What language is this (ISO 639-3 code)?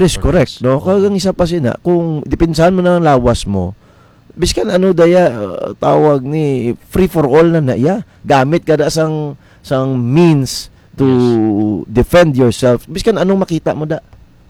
hil